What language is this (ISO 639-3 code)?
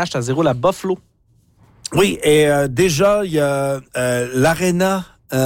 fra